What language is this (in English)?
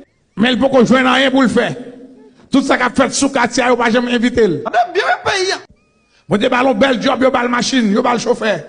Haitian Creole